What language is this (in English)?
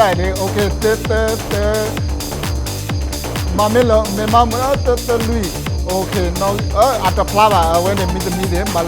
S'gaw Karen